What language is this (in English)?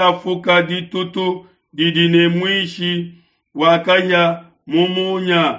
Luba-Lulua